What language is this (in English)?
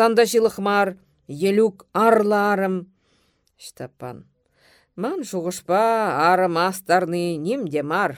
Chuvash